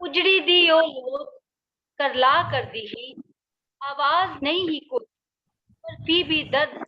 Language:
Dogri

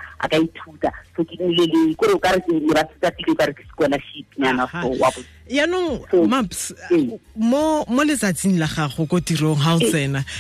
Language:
Tswana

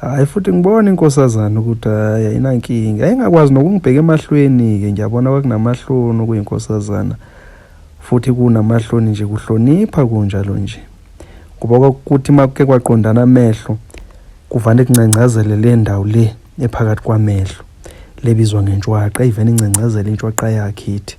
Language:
Zulu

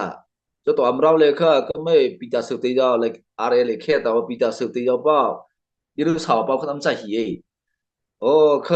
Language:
Mara Chin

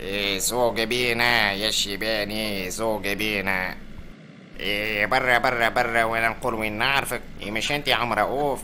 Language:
Tunisian Arabic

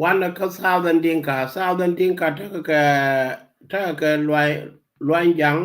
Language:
Nuer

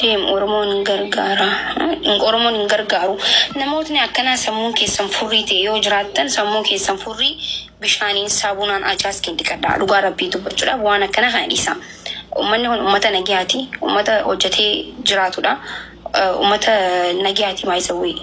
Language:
Oromo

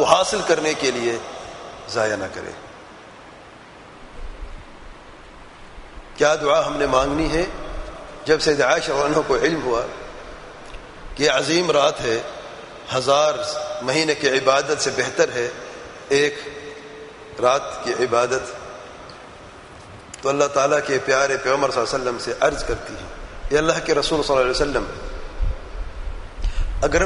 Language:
Urdu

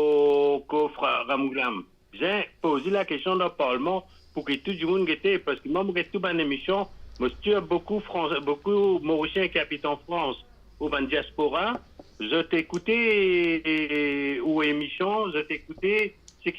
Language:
Morisyen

